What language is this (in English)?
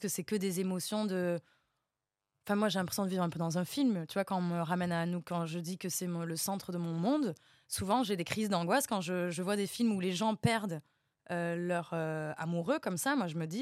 French